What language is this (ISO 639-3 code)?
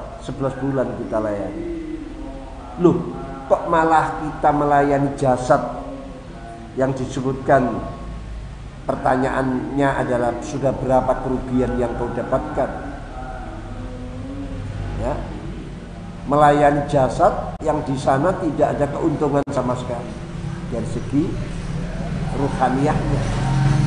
ind